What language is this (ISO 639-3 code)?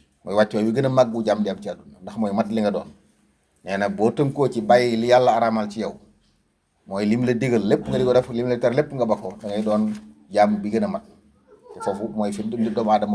wol